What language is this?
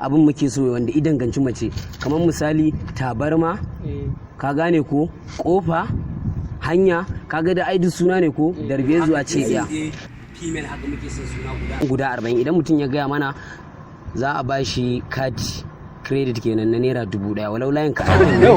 Hausa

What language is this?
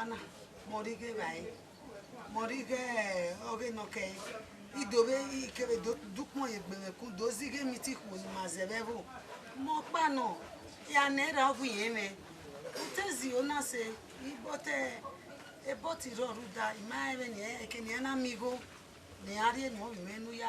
Bini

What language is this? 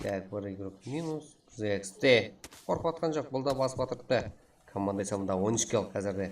Kara-Kalpak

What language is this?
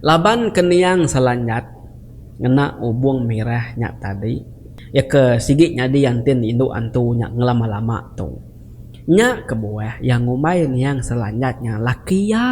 Iban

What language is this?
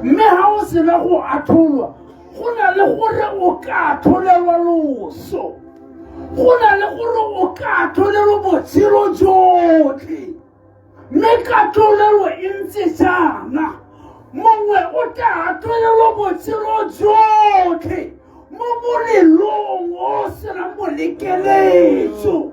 Tswana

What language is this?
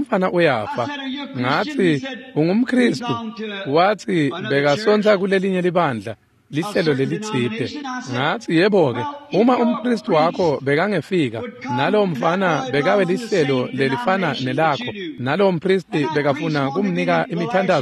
Swati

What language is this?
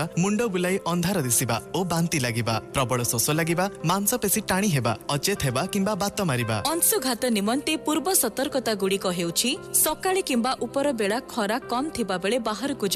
Odia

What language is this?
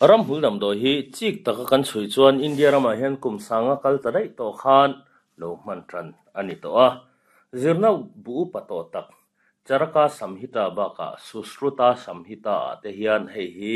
Mizo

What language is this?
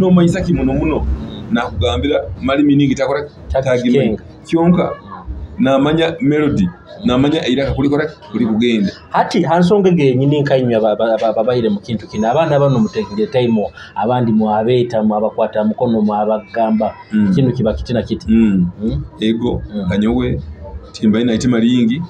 Nyoro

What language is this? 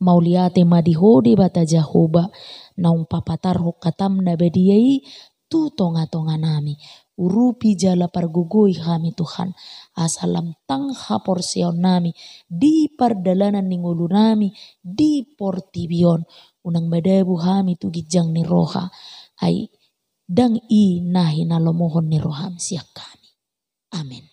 Batak Toba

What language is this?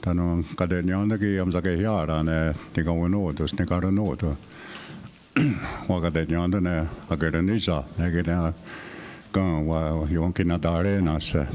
Mohawk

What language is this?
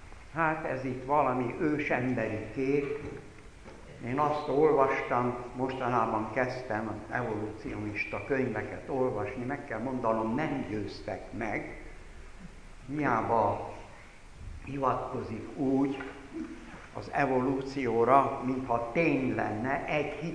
Hungarian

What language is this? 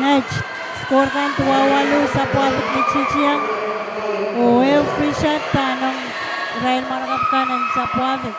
Pohnpeian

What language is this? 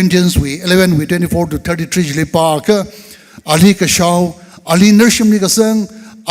Tangkhul Naga (India)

